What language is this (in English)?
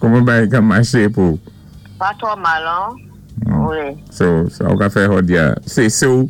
Saint Lucian Creole French